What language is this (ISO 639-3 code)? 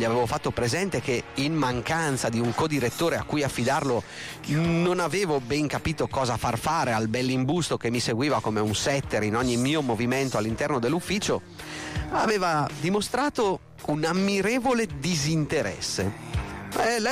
ita